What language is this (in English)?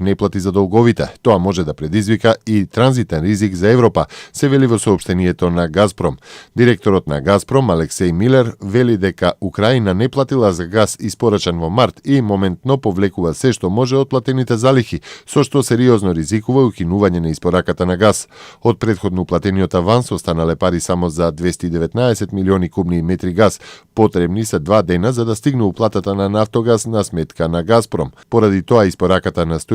Macedonian